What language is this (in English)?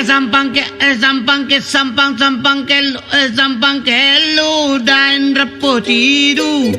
Makasar